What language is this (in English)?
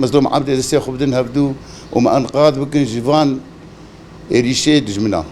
Kurdish